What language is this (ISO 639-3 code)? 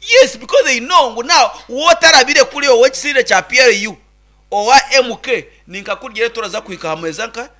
nyn